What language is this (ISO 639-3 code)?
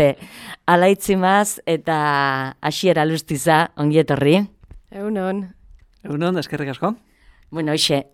eus